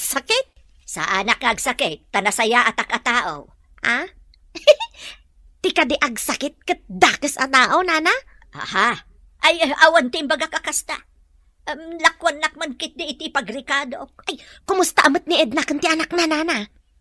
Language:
Iloko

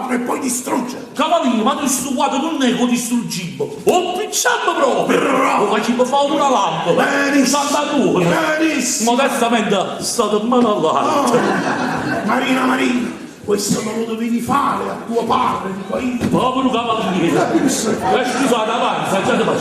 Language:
Neapolitan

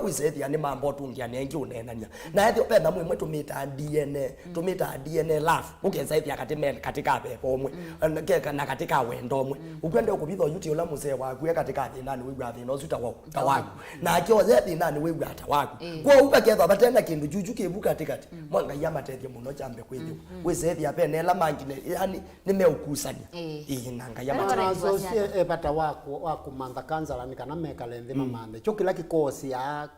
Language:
Kamba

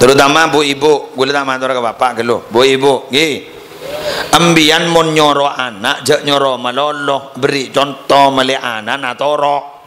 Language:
Madurese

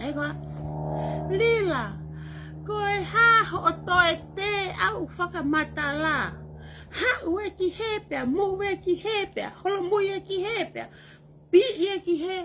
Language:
Tongan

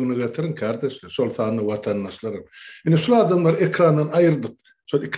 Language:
Turkmen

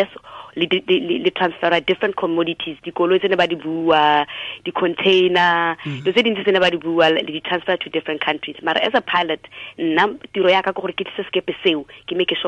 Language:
Tswana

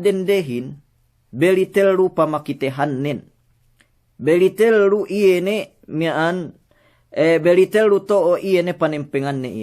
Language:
Yakan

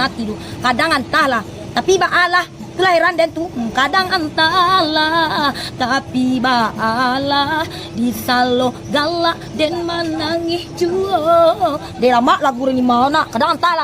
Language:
Minangkabau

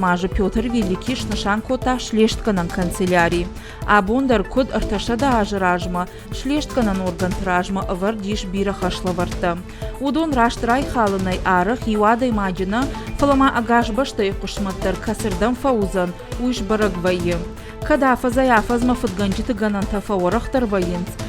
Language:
Ossetic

